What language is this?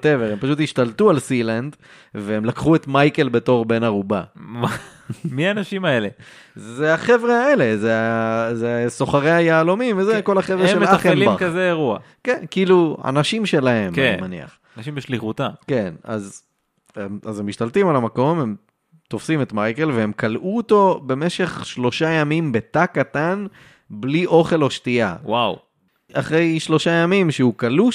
Hebrew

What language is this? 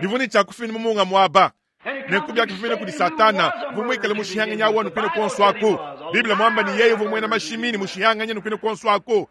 Luba-Lulua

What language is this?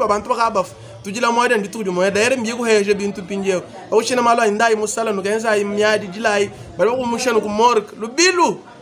Luba-Lulua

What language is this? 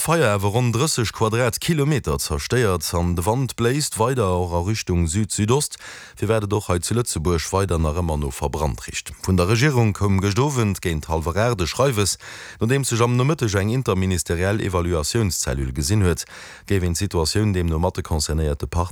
Luxembourgish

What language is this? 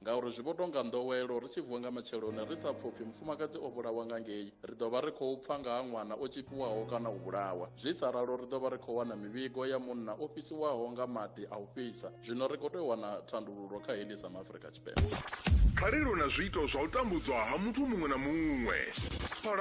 Venda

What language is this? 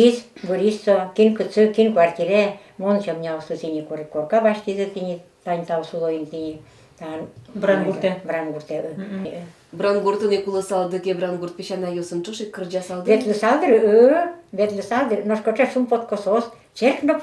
Udmurt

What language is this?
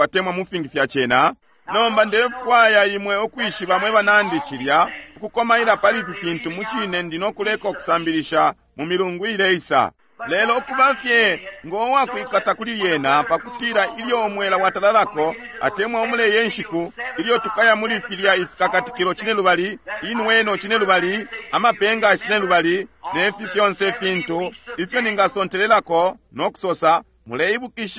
Bemba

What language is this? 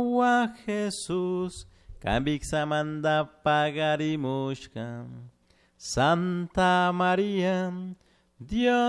Chimborazo Highland Quichua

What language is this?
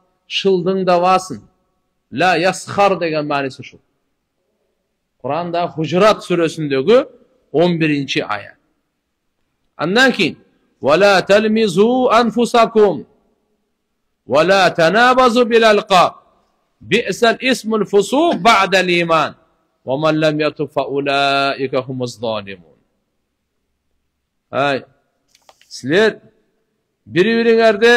Kyrgyz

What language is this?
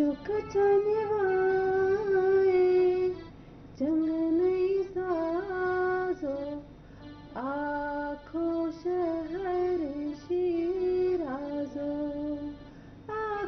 Kashmiri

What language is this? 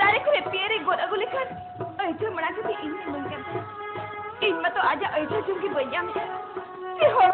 Santali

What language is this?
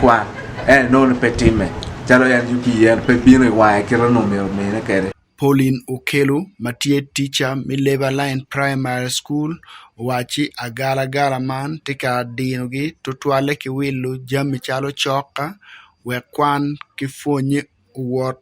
Acoli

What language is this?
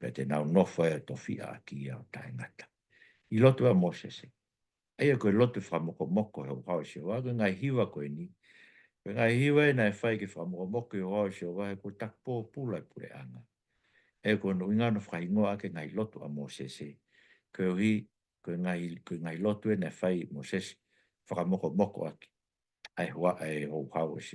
Tongan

